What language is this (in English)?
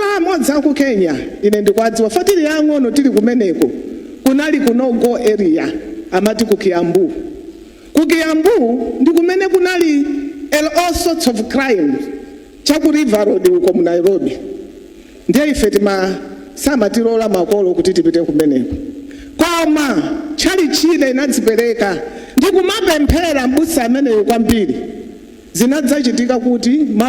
Nyanja